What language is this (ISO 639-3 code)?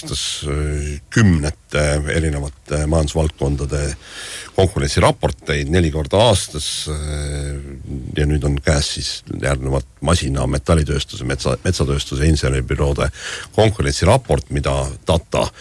est